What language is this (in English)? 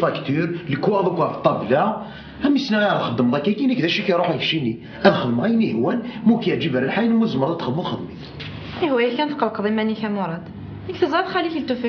Kabyle